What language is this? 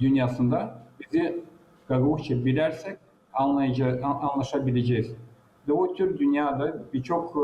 Gagauz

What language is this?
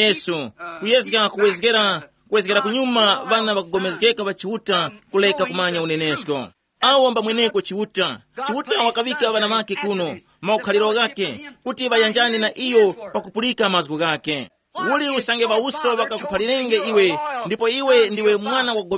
Tumbuka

